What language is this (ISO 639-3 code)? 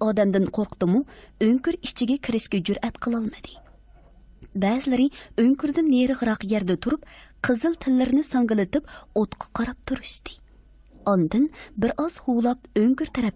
uig